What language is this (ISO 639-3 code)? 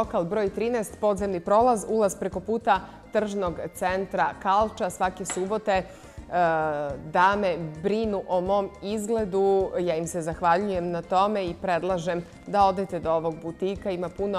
srp